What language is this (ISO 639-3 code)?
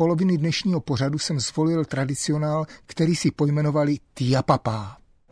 ces